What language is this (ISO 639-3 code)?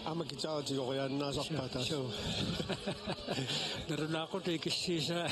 kal